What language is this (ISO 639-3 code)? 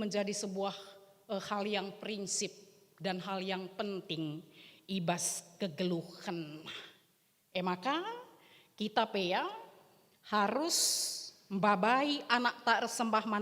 btx